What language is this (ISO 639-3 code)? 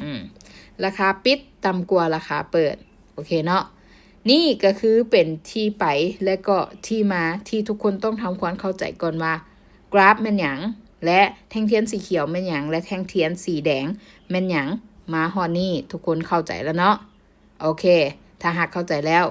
lao